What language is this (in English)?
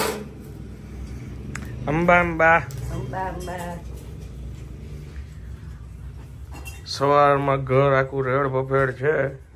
Gujarati